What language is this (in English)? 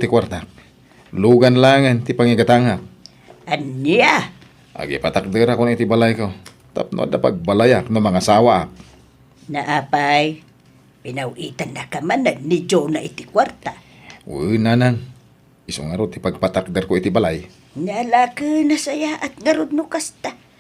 Iloko